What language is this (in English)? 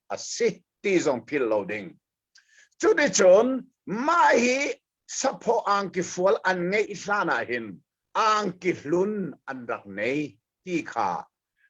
Hakha Chin